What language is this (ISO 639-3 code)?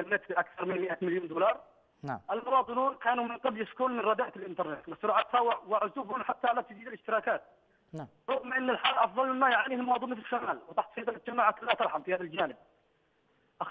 ara